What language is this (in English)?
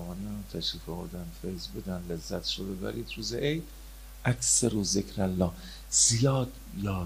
Persian